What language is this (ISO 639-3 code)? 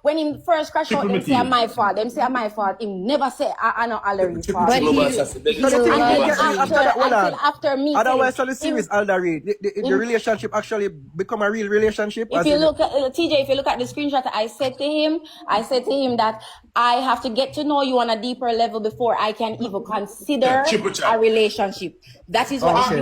jam